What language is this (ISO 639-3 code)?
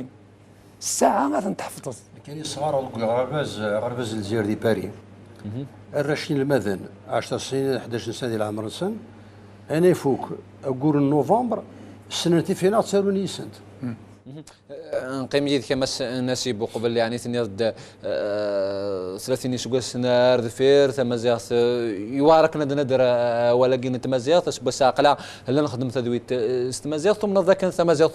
kab